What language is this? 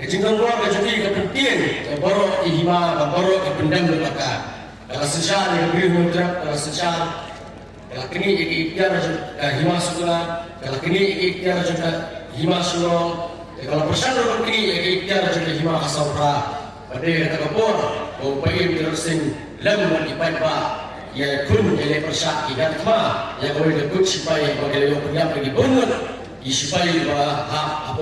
Khasi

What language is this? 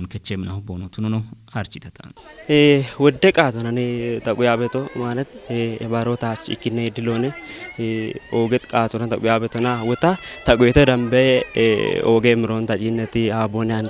Kafa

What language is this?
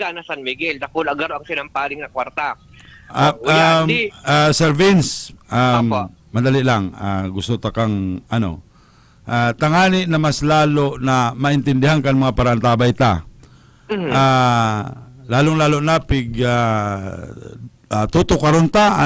Bikol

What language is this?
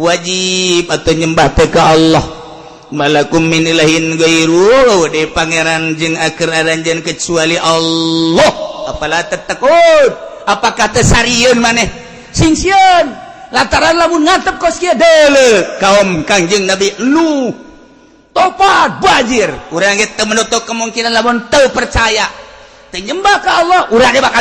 Sundanese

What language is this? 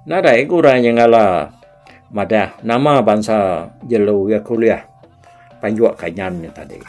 Iban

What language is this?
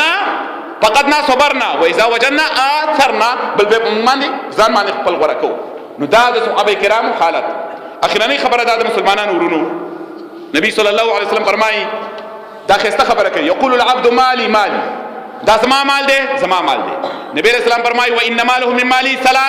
Pashto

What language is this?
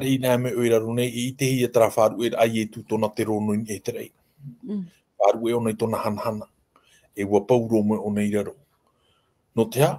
Tahitian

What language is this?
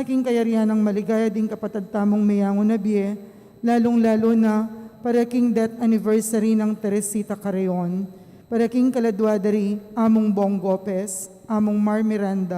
Pampanga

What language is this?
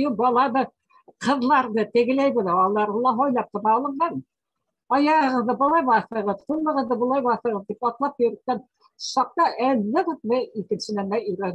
Bashkir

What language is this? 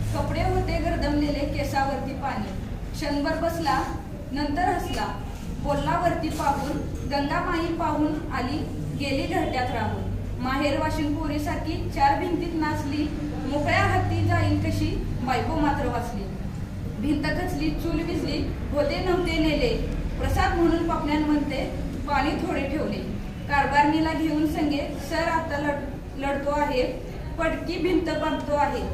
Marathi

